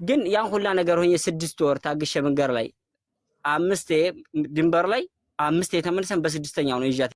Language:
Amharic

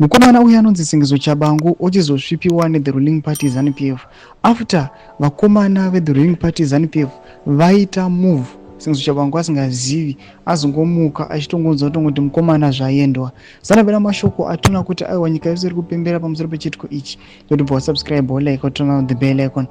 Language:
Shona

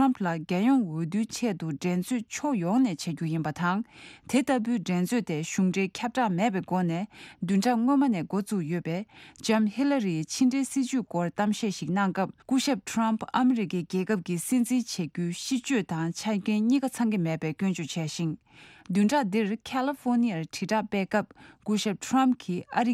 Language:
Tibetan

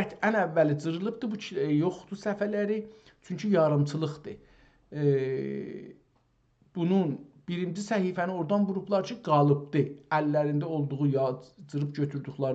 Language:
South Azerbaijani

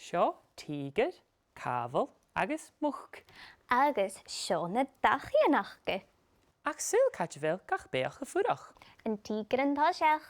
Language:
Scottish Gaelic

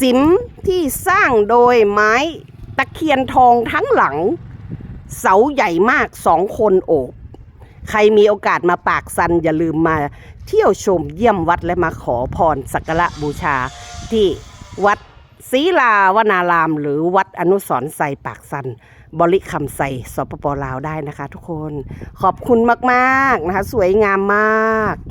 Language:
Lao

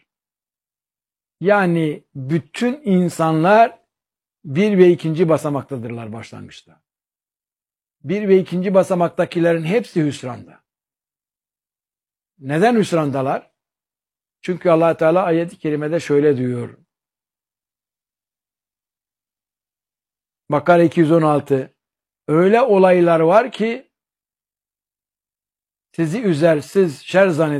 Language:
Turkish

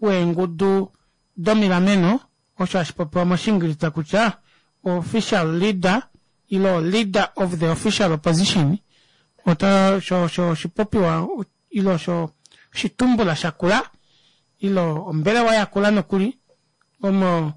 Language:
Kuanyama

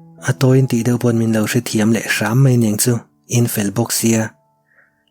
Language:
Mizo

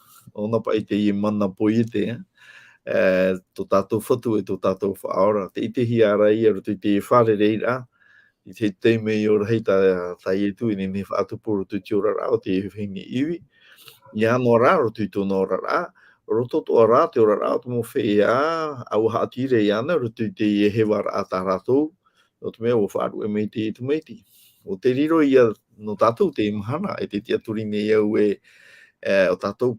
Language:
Tahitian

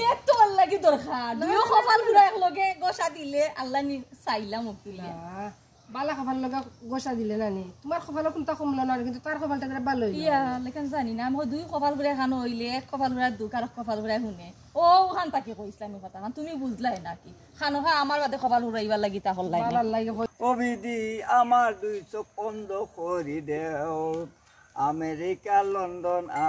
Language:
Sylheti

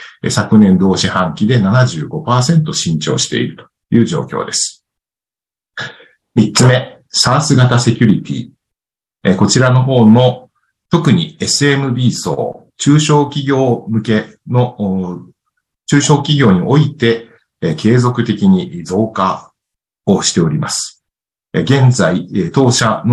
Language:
Japanese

